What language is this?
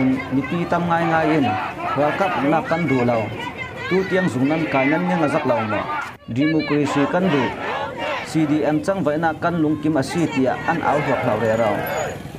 Falam Chin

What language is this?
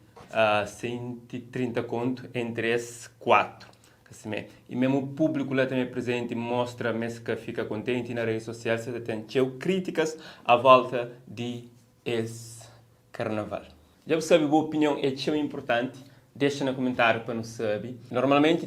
Kabuverdianu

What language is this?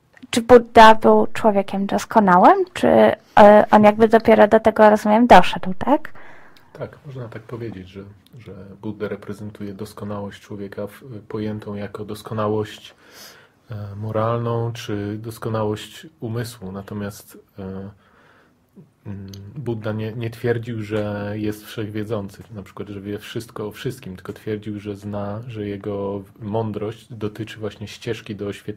Polish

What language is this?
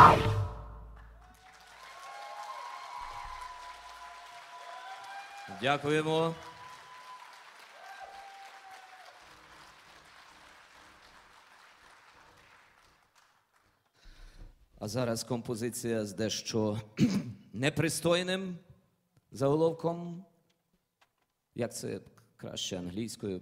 Ukrainian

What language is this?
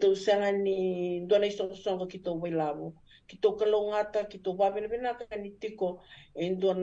Fijian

